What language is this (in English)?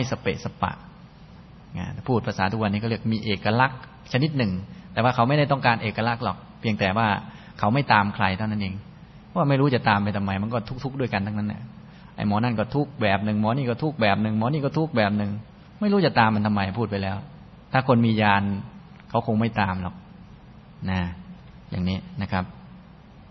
Thai